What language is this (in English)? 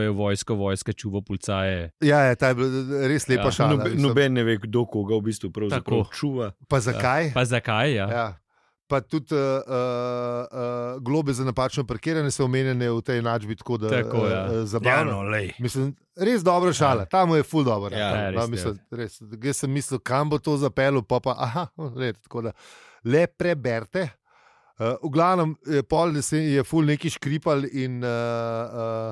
Slovenian